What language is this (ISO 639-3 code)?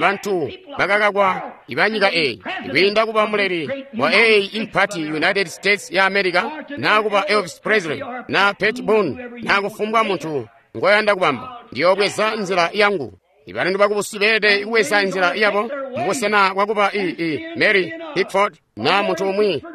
toi